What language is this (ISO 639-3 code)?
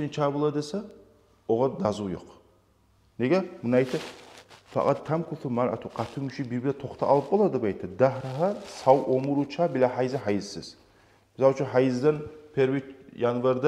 kum